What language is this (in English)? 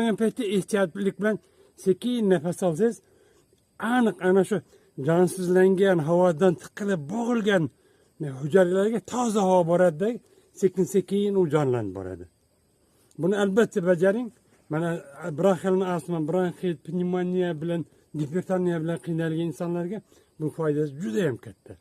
Uzbek